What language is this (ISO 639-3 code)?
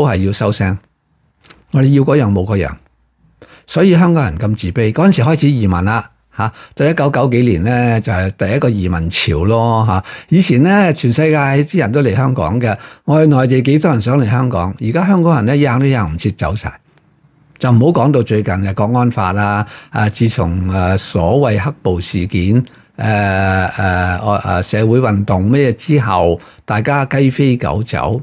yue